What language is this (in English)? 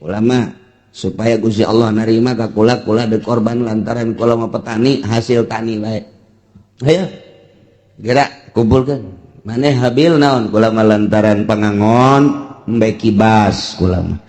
Sundanese